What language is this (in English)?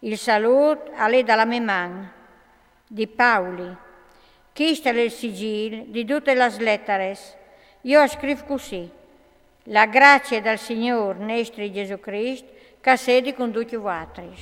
Friulian